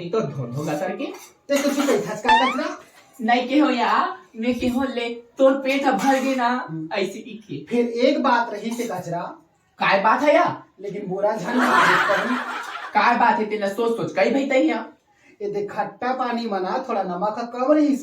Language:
Chhattisgarhi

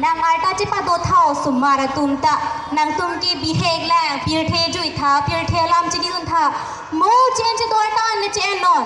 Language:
Karbi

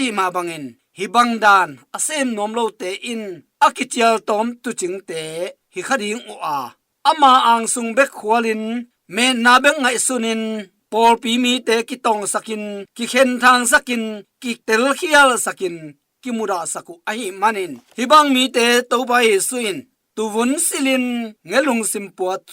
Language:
Tedim Chin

